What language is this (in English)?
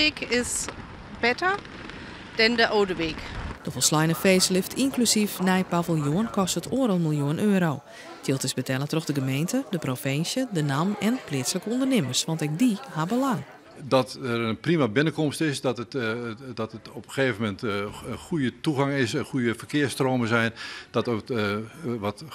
Western Frisian